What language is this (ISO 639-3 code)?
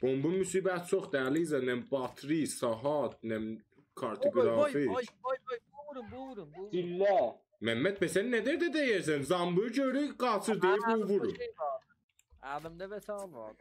azb